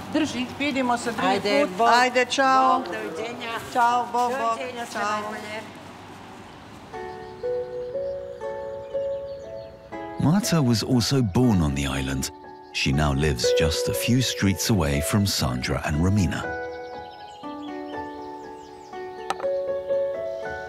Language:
Croatian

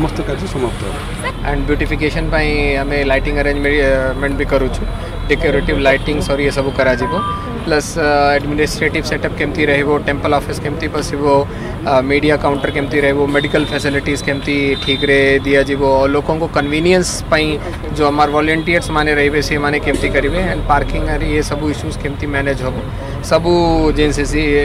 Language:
Odia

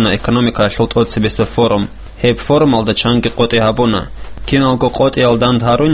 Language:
Avaric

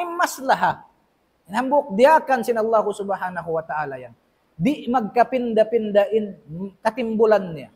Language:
Tausug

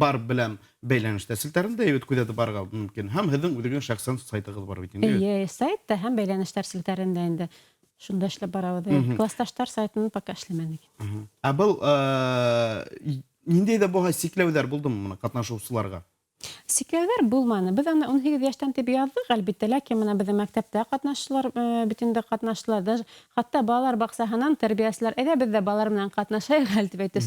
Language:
Bashkir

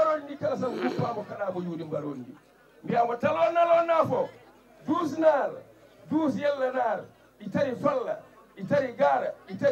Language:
Fula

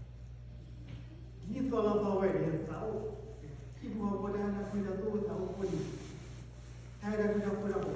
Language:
S'gaw Karen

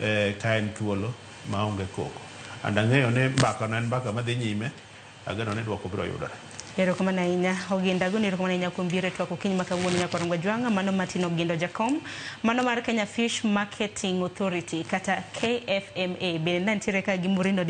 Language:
Luo (Kenya and Tanzania)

